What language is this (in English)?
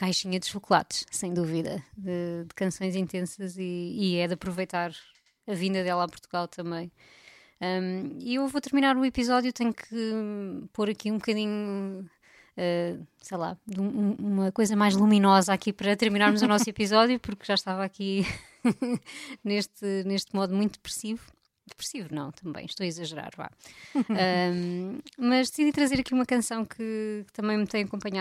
Portuguese